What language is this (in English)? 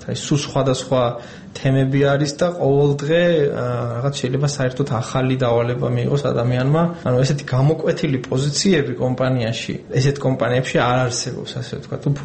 Georgian